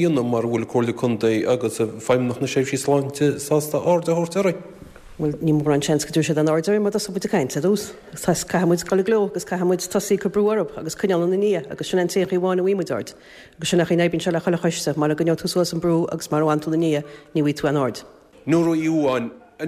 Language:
Irish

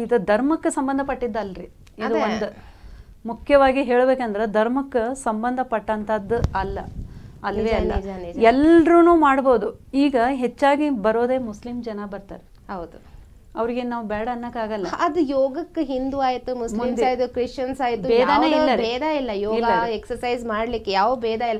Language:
Kannada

